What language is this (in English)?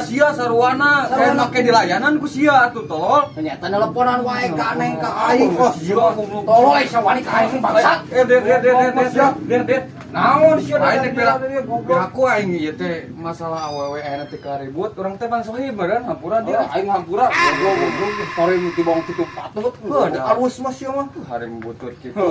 Sundanese